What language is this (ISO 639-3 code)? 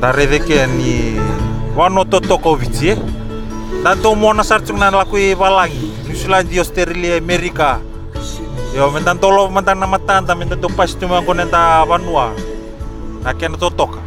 fij